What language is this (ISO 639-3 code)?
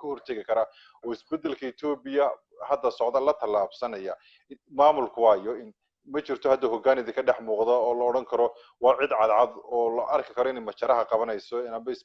som